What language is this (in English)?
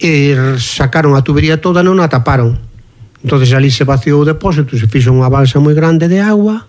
Galician